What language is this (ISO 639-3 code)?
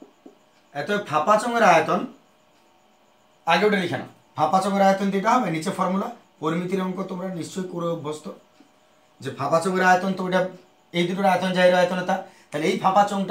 ben